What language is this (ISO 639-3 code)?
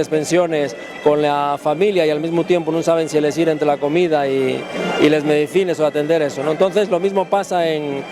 ast